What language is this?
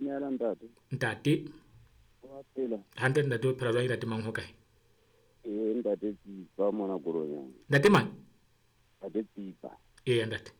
Southern Sotho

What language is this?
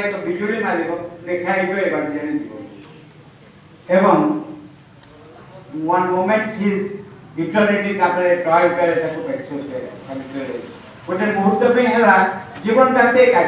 Odia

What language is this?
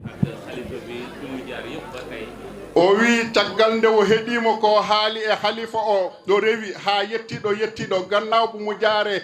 Fula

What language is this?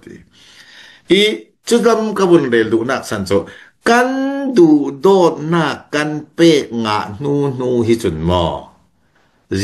Falam Chin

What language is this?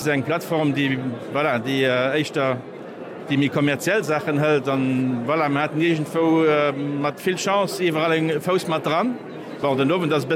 Luxembourgish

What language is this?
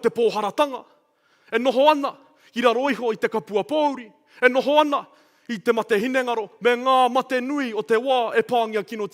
Māori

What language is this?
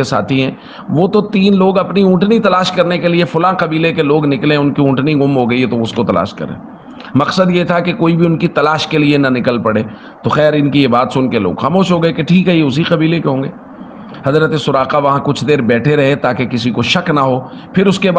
Urdu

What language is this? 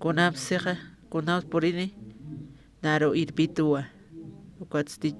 Aymara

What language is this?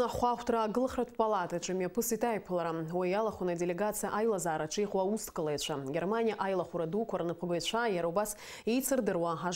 Abkhazian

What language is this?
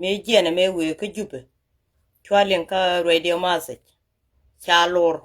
Nuer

